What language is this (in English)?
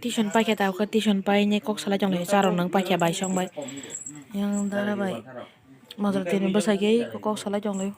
Kok Borok